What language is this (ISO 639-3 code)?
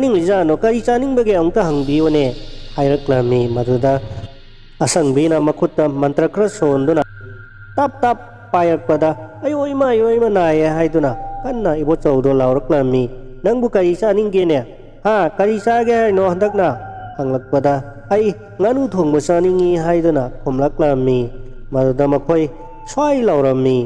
mni